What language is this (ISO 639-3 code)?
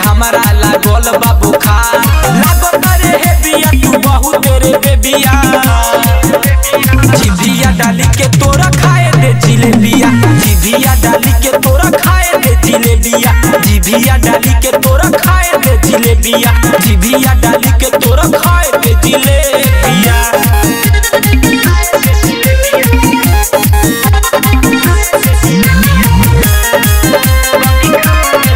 bho